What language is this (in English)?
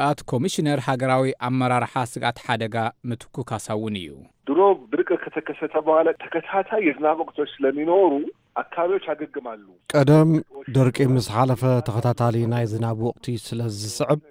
Tigrinya